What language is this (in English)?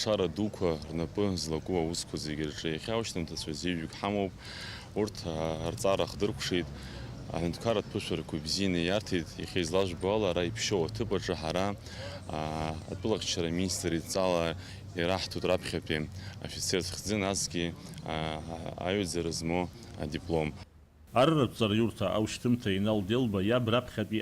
Abkhazian